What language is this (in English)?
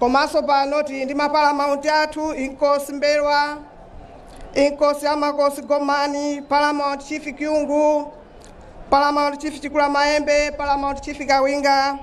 Nyanja